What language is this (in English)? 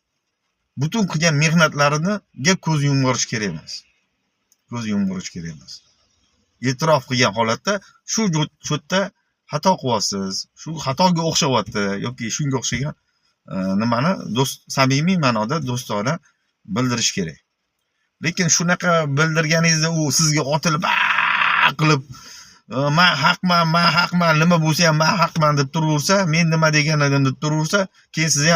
Uzbek